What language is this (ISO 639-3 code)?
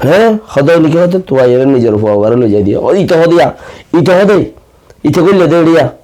rhg